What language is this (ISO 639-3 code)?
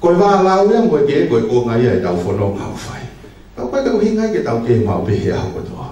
ton